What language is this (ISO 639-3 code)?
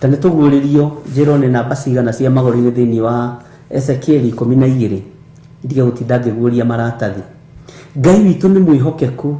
kik